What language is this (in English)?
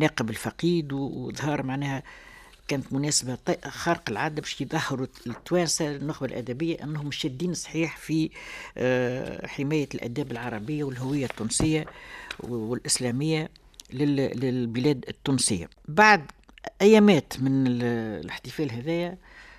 Tunisian Arabic